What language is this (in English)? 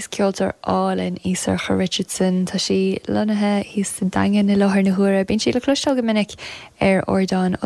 Irish